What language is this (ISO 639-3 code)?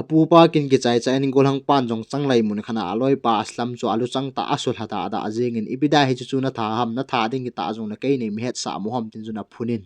tcz